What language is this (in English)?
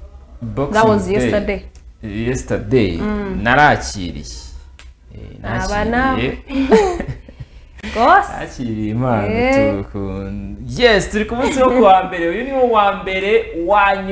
Kinyarwanda